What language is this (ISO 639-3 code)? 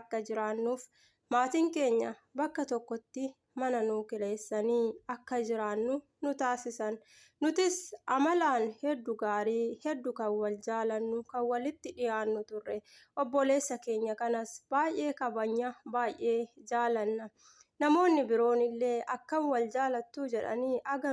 orm